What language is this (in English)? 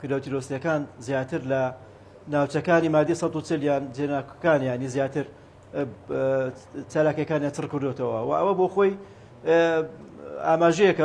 Central Kurdish